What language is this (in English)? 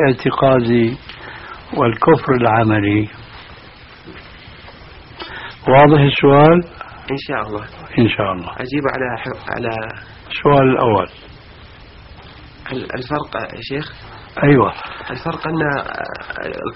Arabic